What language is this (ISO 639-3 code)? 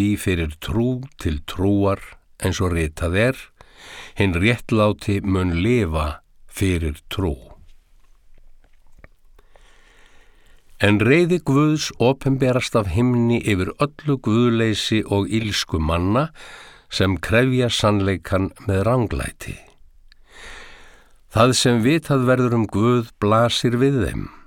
isl